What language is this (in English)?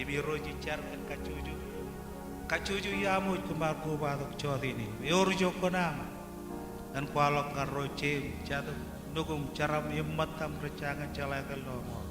Marshallese